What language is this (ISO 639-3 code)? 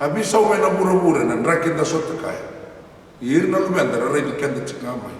fij